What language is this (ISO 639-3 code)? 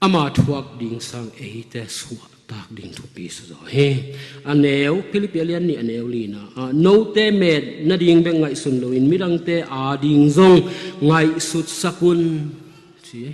ctd